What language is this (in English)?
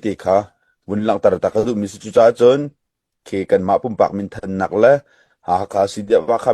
Hakha Chin